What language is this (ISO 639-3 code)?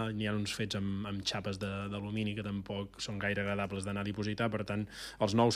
cat